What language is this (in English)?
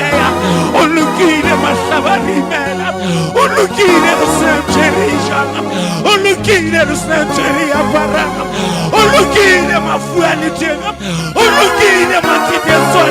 Southern Sotho